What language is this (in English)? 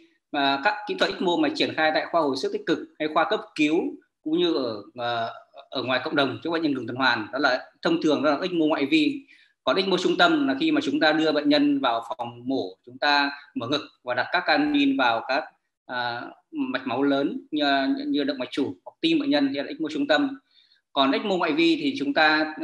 Vietnamese